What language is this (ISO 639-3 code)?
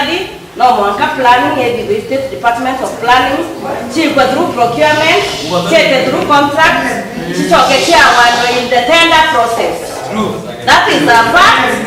mer